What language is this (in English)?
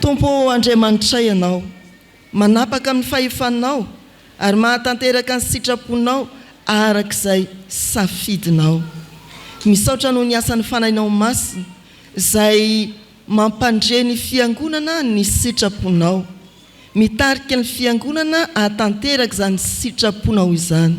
Malagasy